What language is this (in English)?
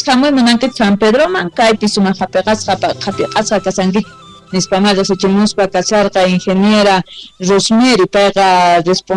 South Bolivian Quechua